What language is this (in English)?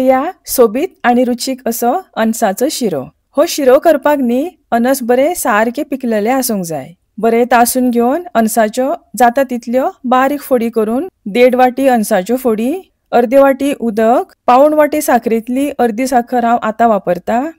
Konkani